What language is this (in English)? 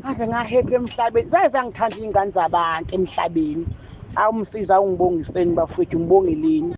Zulu